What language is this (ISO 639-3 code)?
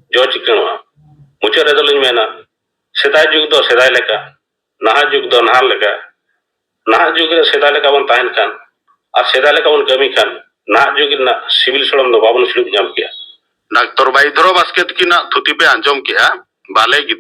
sat